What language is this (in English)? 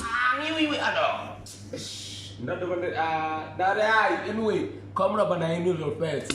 Venda